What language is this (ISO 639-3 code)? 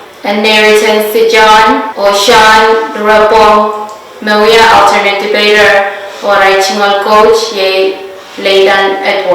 pon